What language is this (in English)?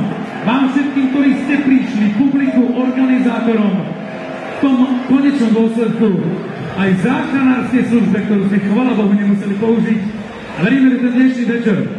Slovak